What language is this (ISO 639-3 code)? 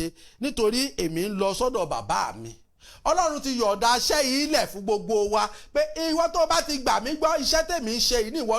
yor